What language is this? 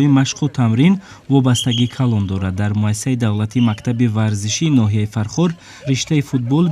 Tajik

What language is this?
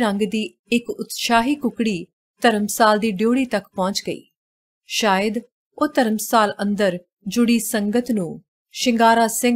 Punjabi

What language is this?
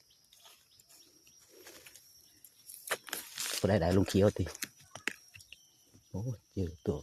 Lao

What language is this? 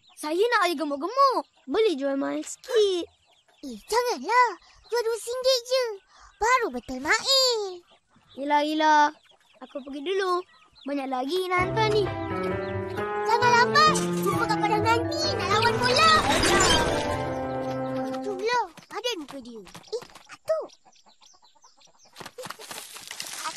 Malay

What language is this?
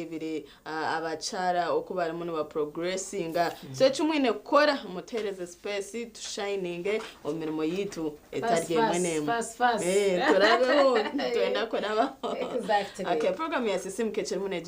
Nyankole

